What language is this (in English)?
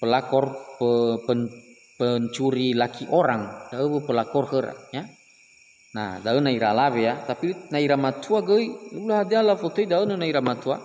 Nias